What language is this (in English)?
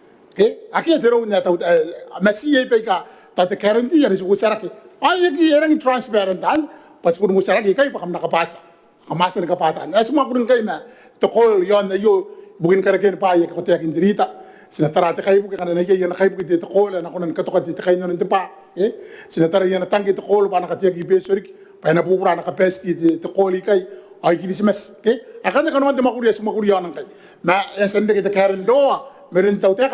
Gilbertese